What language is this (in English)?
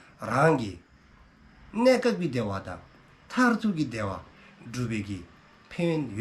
Dzongkha